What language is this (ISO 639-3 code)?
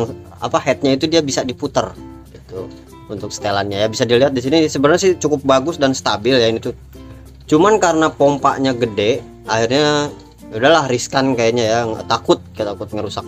ind